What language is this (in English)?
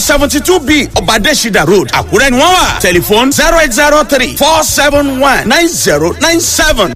Yoruba